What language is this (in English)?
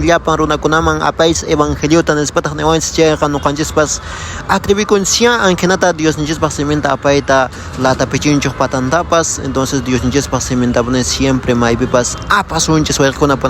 Quechua